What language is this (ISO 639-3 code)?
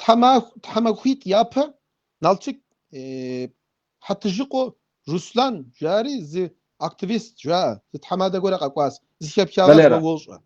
kbd